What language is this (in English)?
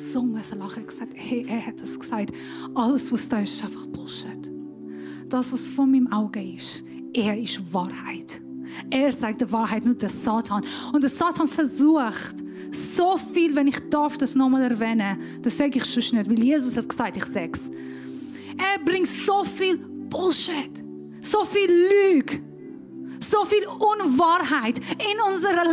Swiss German